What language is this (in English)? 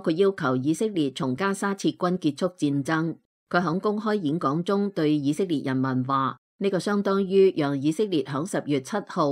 Cantonese